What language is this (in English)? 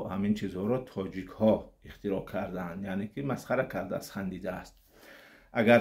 Tajik